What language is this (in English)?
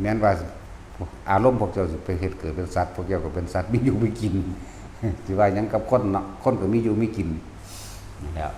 Lao